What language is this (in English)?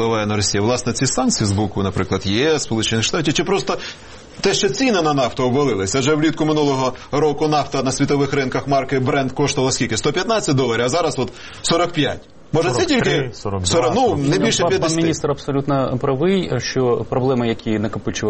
Ukrainian